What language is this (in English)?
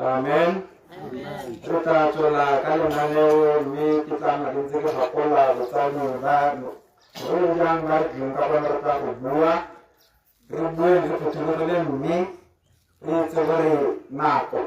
Tswana